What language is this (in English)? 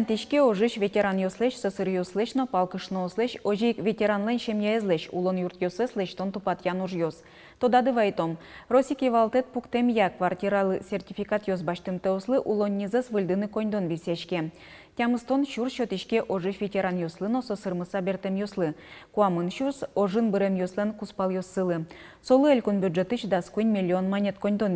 Udmurt